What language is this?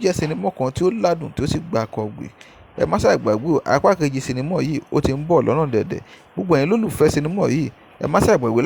Yoruba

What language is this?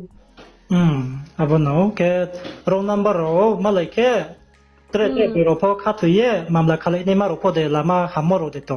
Riang (India)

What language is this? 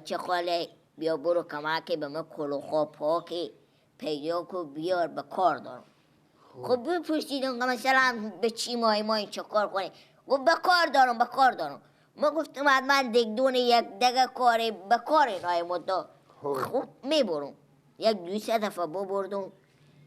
Persian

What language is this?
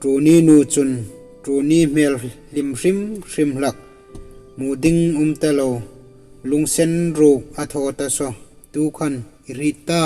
Hmar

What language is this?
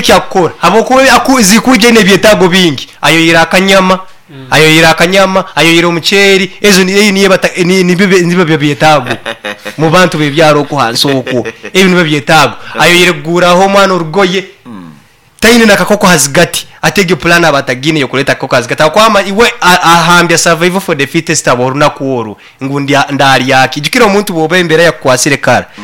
Nyankole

